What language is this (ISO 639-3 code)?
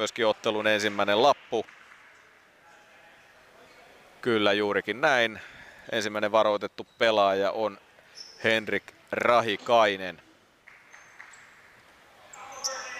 fin